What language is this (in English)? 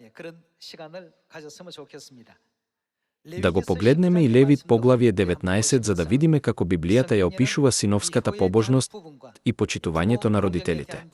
Macedonian